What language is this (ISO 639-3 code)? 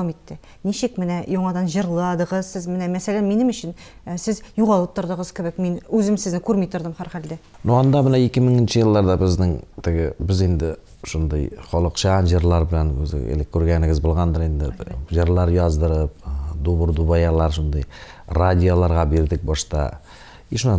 tat